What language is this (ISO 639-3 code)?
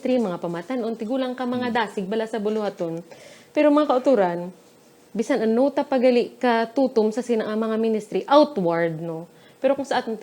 hil